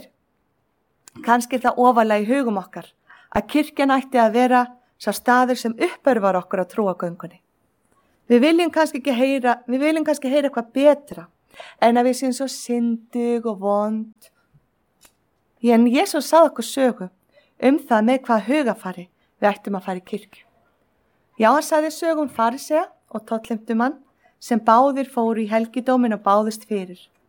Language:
Icelandic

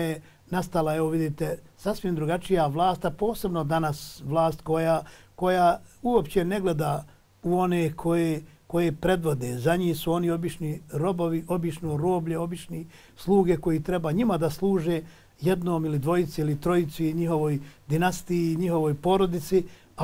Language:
Bosnian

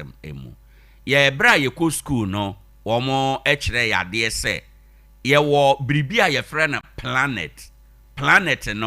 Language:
Akan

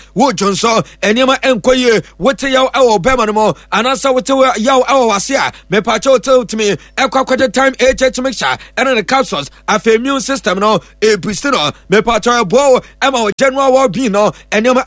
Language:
Akan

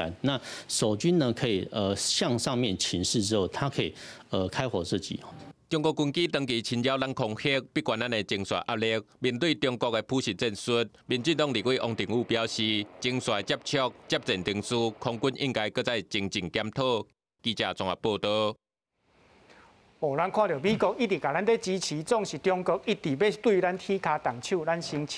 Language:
Min Nan Chinese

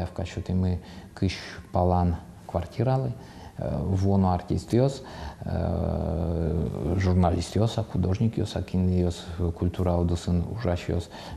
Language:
Udmurt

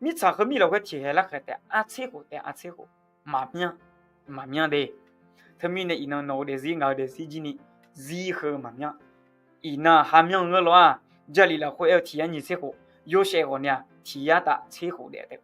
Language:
Akha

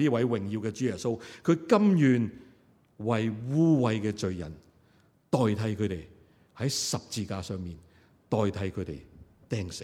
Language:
Cantonese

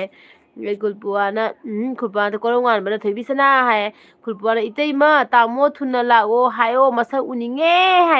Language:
Manipuri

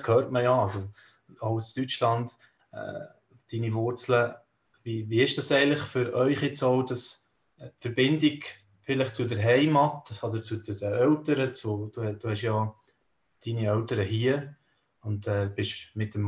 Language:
Swiss German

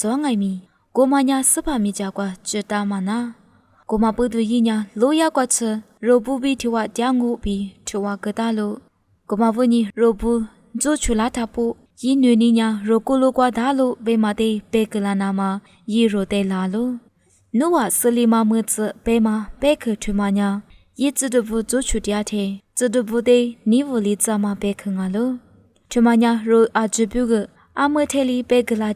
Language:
Lisu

